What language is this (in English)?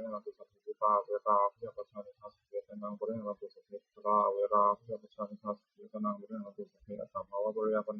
Pali